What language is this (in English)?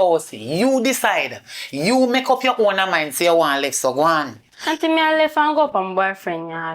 Jamaican Creole English